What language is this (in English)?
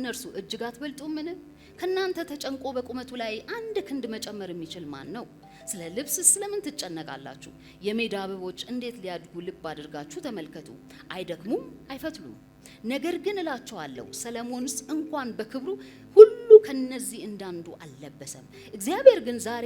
Amharic